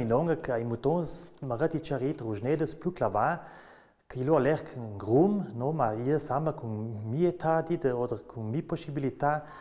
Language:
Ladin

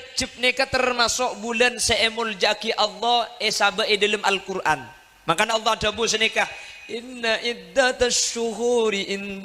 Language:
Madurese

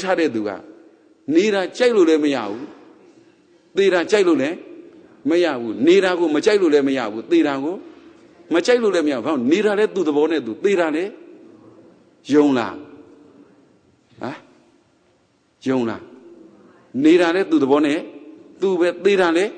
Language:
Burmese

